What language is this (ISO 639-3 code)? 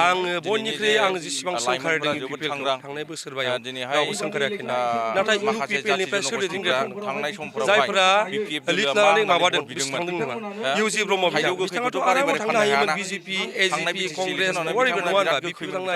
brx